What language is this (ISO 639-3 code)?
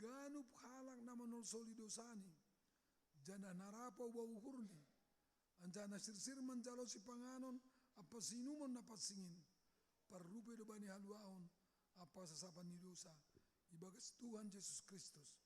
bts